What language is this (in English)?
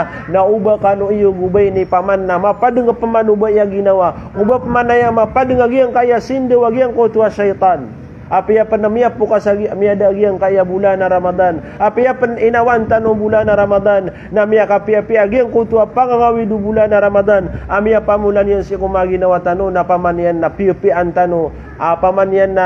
Maranao